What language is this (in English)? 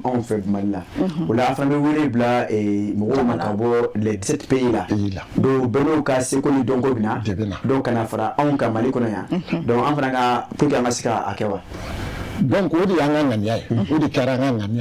Bambara